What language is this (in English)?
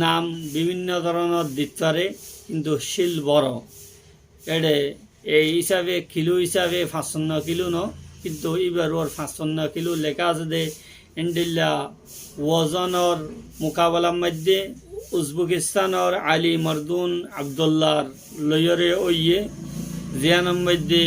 Rohingya